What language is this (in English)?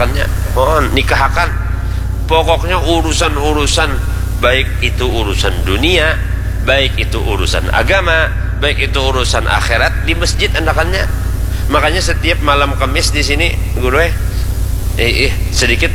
Banjar